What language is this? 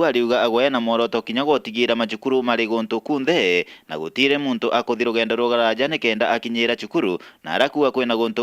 Meru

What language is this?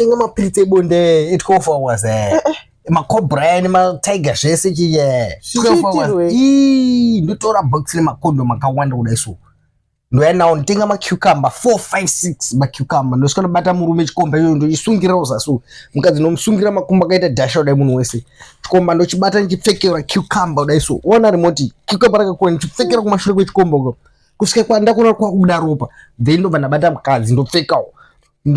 Shona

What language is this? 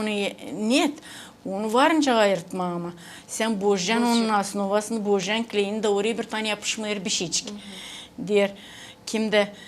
Gagauz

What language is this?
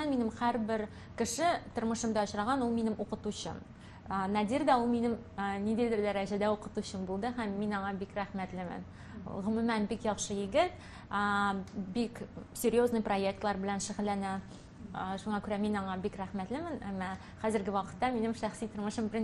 Tatar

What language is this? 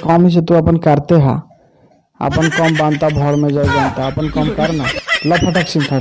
Magahi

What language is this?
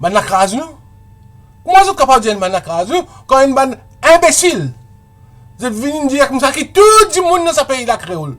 Morisyen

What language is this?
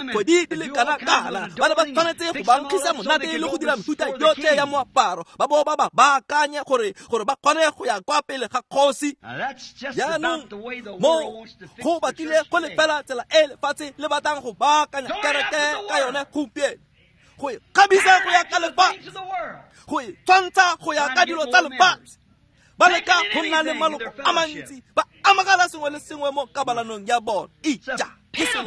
Tswana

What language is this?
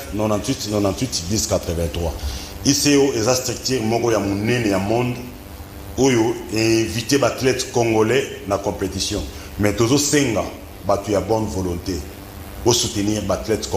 Lingala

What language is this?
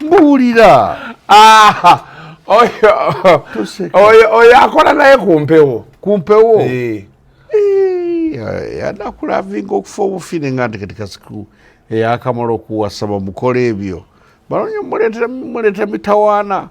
Ganda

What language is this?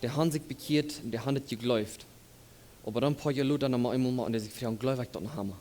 Plautdietsch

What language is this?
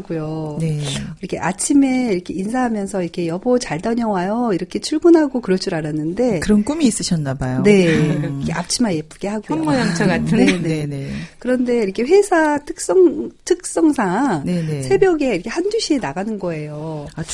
Korean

